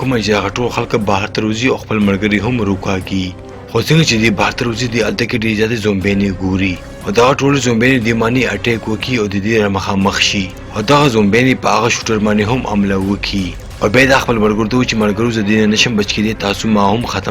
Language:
Pashto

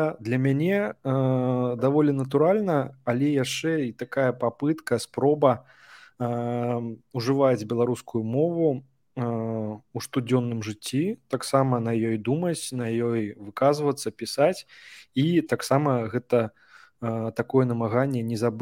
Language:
Belarusian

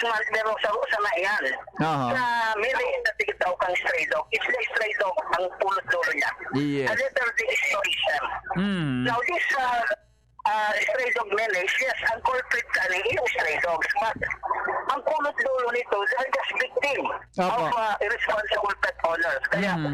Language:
Bikol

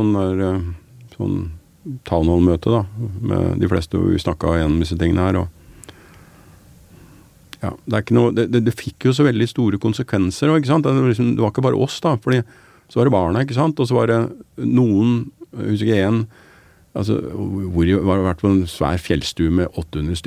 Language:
Norwegian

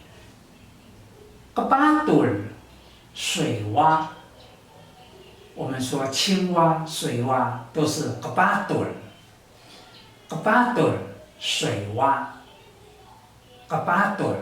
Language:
Taroko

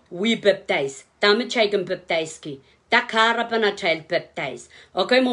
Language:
Pohnpeian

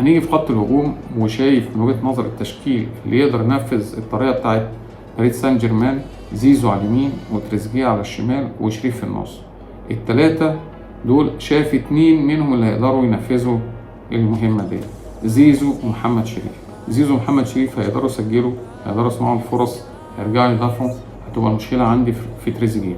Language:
Egyptian Arabic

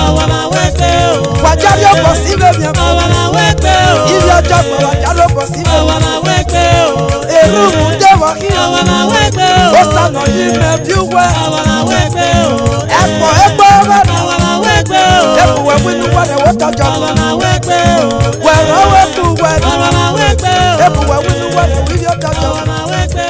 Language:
Esan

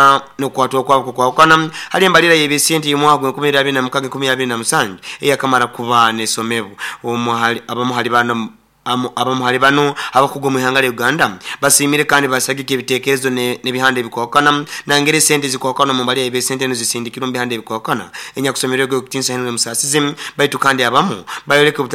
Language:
Nyoro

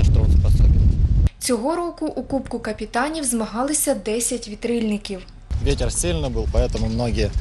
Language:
Ukrainian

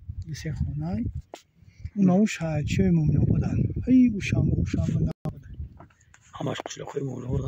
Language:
Tajik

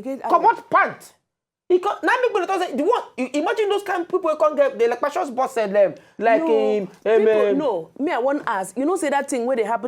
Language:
Nigerian Pidgin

